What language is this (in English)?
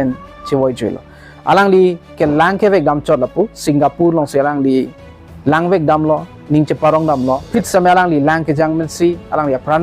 Karbi